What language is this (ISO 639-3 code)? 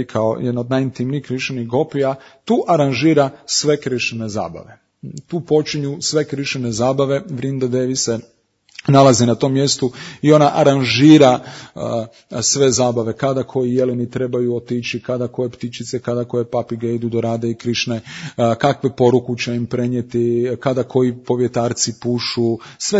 hrv